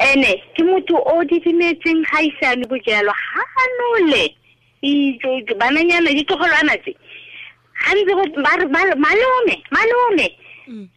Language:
Tswana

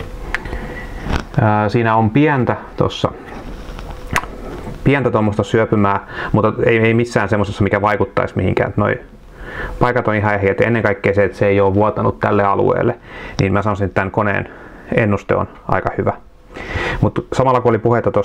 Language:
Finnish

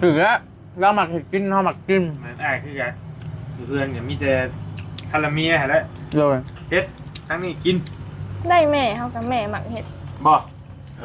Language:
Northeastern Thai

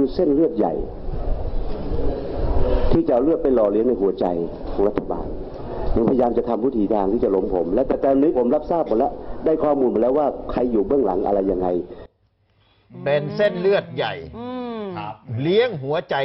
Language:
Thai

